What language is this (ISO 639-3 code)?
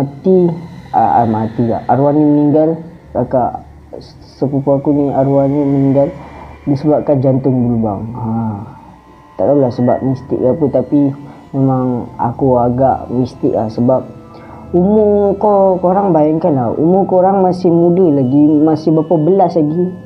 msa